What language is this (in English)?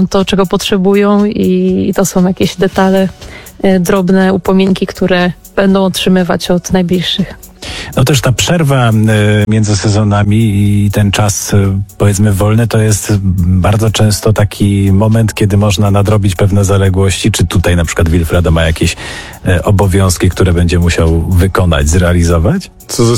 Polish